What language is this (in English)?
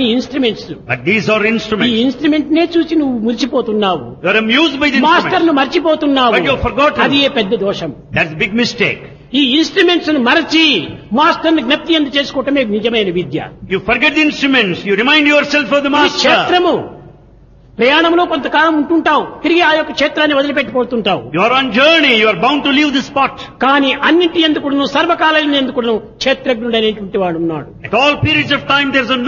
Telugu